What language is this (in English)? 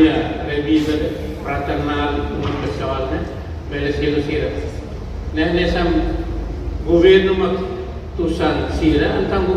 Tetum